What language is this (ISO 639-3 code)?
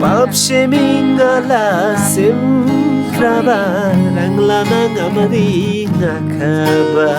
taj